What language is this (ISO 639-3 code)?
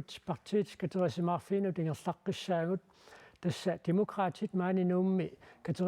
kal